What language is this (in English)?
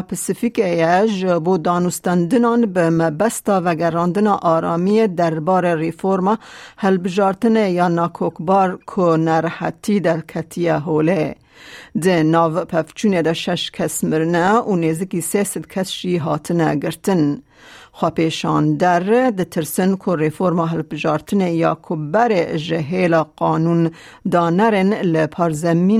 Kurdish